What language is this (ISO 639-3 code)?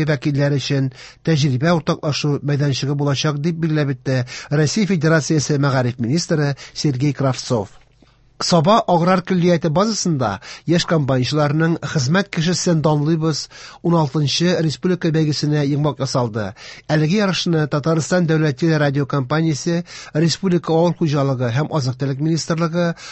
tat